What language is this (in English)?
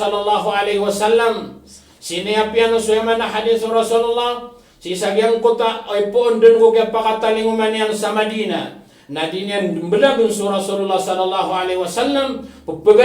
Maranao